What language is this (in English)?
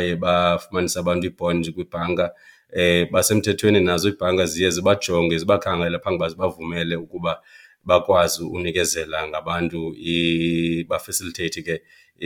Xhosa